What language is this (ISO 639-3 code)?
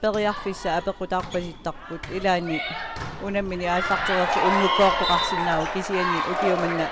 kal